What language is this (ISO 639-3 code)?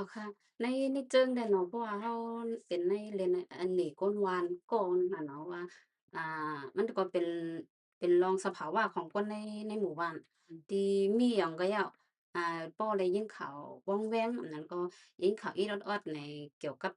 shn